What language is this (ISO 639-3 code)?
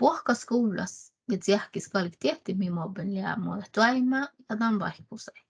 sme